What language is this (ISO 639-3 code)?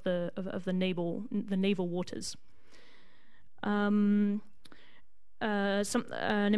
eng